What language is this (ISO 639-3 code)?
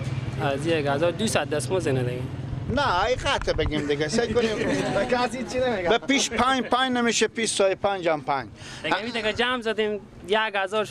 fas